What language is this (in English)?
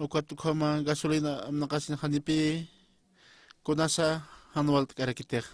Aymara